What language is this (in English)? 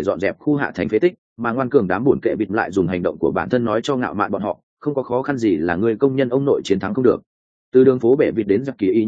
Vietnamese